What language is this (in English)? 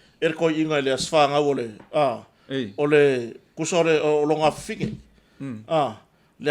Samoan